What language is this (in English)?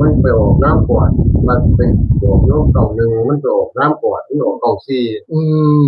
Northeastern Thai